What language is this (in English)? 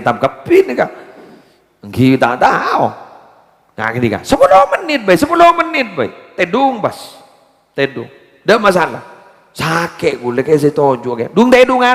Madurese